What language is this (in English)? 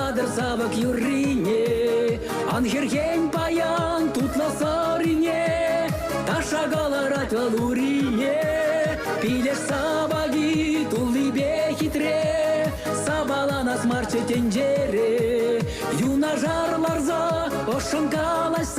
Chuvash